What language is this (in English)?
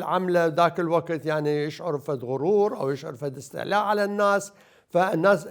Mesopotamian Arabic